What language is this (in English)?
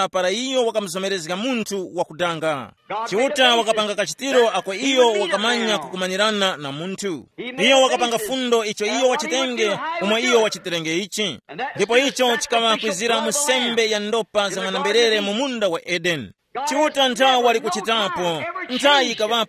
Tumbuka